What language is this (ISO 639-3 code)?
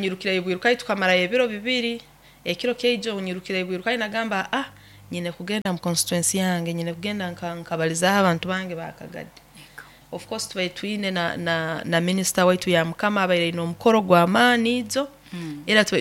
nyo